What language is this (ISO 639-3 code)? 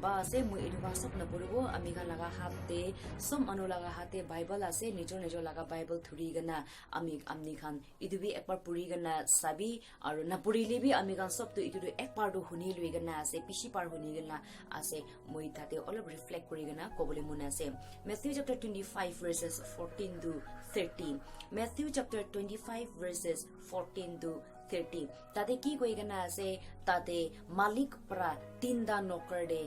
nag